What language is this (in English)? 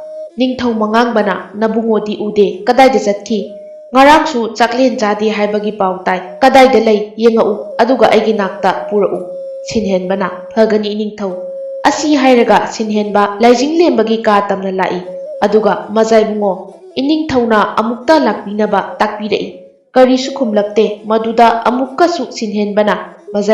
Manipuri